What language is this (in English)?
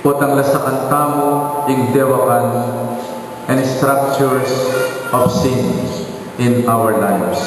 Pampanga